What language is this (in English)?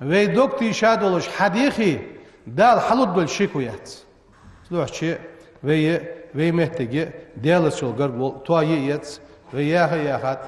Ingush